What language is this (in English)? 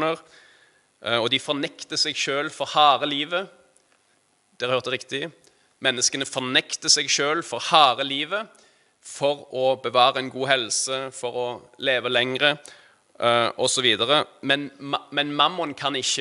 Norwegian